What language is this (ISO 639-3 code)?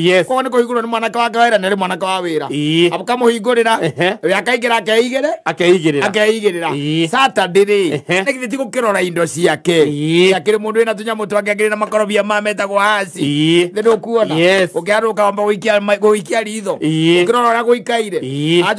kik